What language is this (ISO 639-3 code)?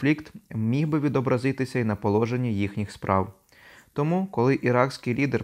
ukr